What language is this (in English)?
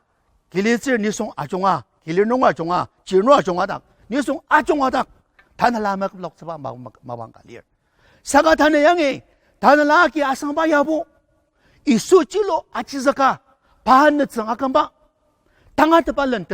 Ao Naga